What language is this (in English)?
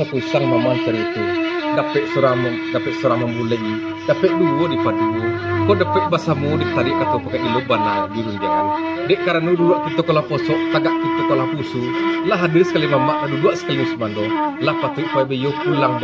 Minangkabau